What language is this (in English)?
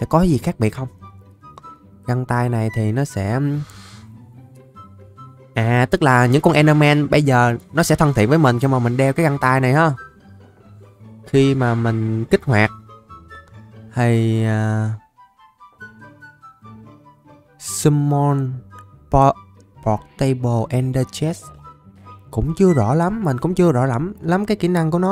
Vietnamese